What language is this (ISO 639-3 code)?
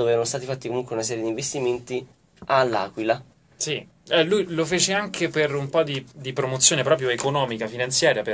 ita